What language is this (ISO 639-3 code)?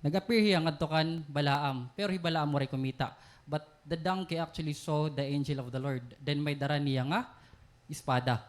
war